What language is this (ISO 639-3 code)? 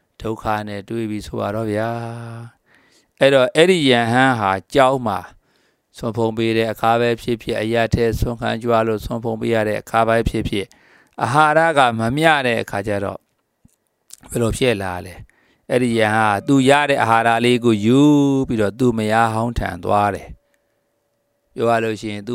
mya